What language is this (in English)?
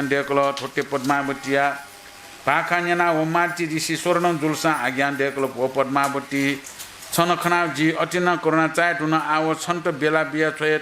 Newari